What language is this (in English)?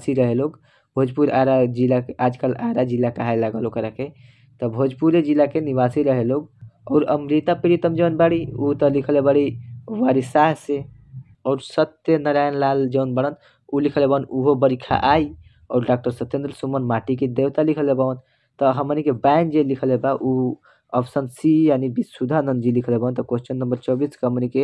Bhojpuri